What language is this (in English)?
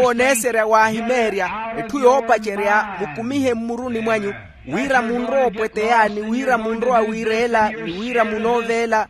Makhuwa